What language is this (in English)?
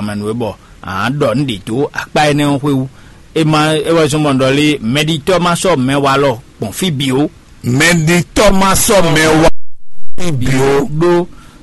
Fon